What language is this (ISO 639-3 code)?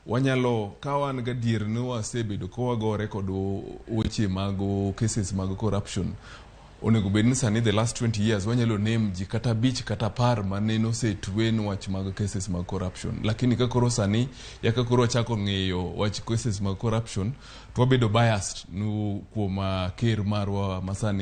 luo